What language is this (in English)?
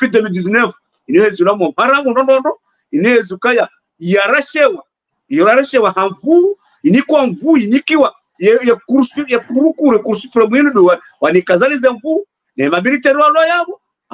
Swahili